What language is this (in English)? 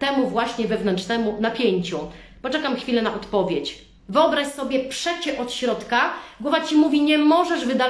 Polish